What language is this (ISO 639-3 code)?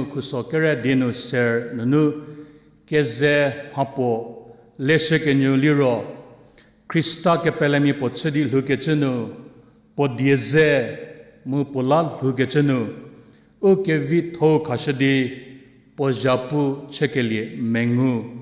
njm